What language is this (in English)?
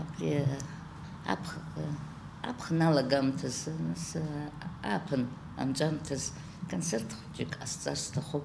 Abkhazian